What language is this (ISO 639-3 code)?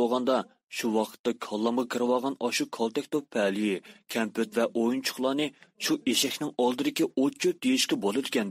uig